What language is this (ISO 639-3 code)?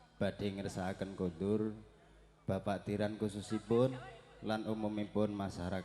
jav